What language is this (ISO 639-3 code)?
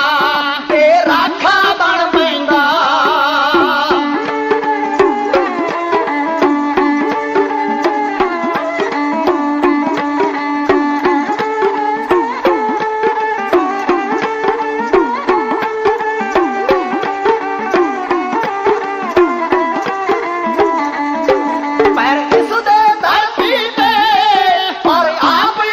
pan